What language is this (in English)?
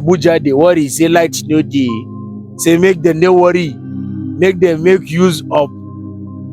Nigerian Pidgin